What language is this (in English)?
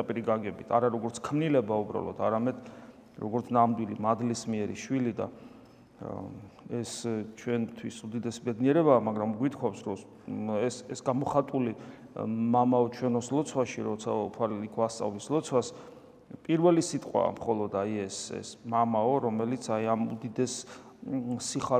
Georgian